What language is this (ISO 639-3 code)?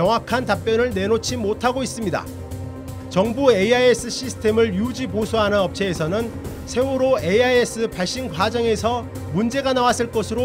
kor